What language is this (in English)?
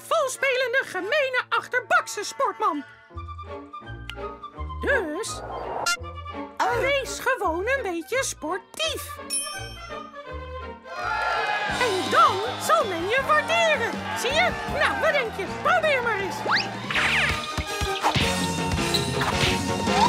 Dutch